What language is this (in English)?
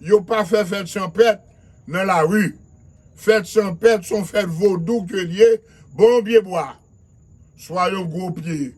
Haitian Creole